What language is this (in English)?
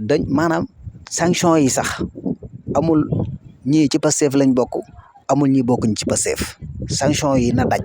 Wolof